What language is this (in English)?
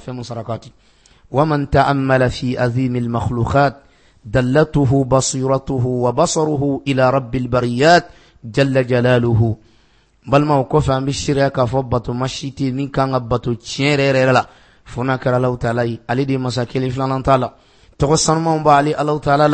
Bambara